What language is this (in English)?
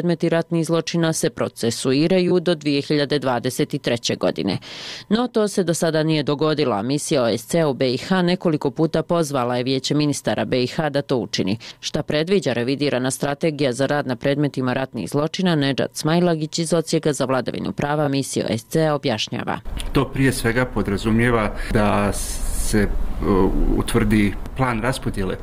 Bosnian